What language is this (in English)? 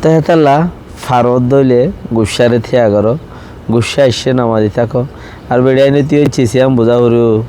Rohingya